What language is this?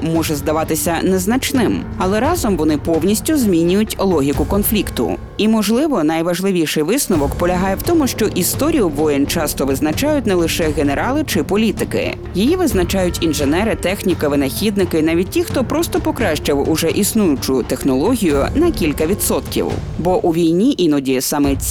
Ukrainian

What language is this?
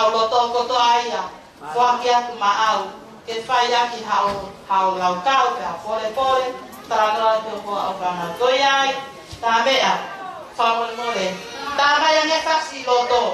Tongan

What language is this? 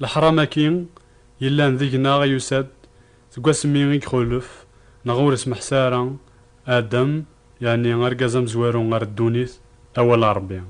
Kabyle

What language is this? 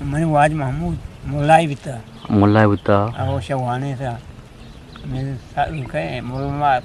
Eastern Balochi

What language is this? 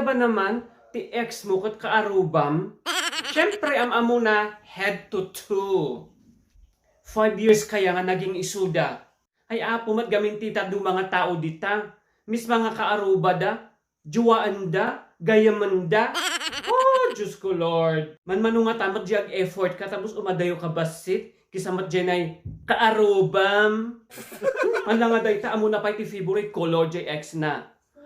Iloko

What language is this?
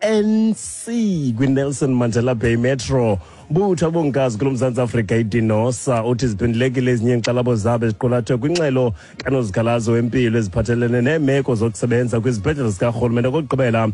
Xhosa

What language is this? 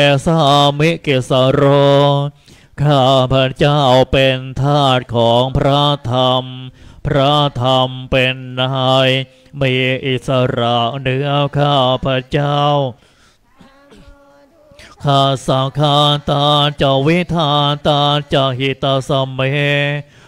Thai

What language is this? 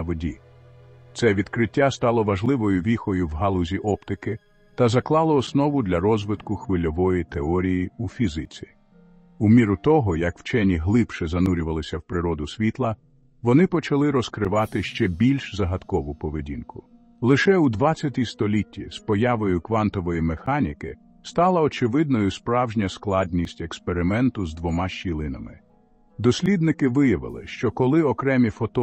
Ukrainian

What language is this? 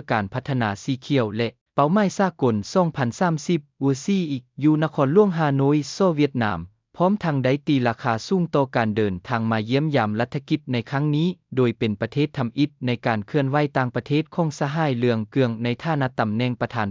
Lao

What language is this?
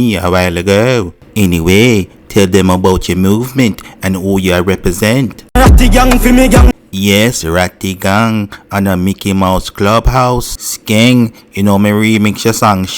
Jamaican Creole English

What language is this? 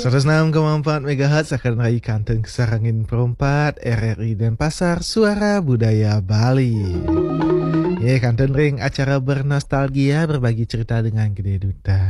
Balinese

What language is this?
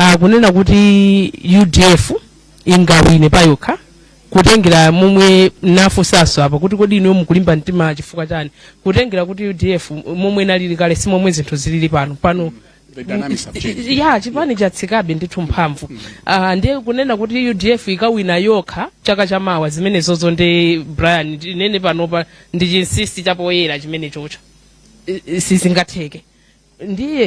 Nyanja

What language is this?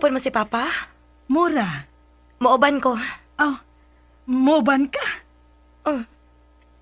Cebuano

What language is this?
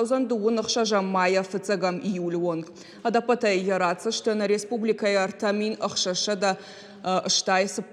Ossetic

